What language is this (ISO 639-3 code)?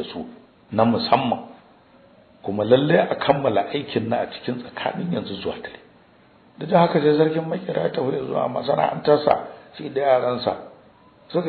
hau